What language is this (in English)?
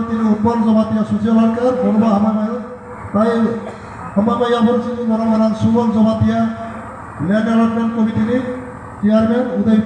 Kok Borok